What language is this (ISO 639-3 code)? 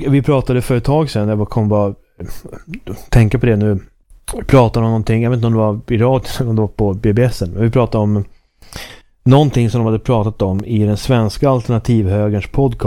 swe